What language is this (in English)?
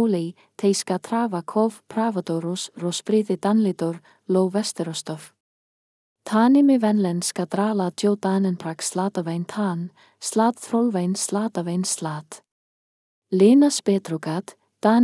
Icelandic